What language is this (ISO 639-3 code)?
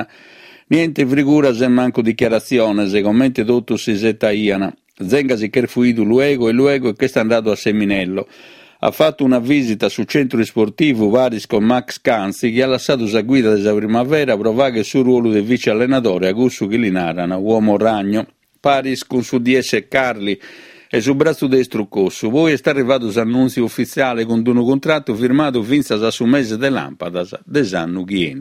srd